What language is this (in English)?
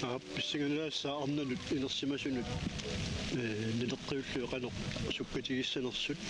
Kalaallisut